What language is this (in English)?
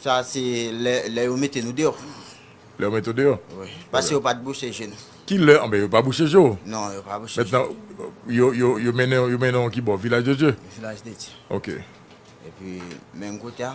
Haitian Creole